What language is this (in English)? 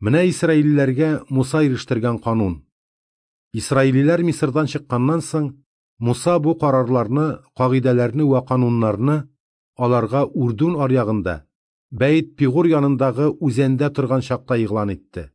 Tatar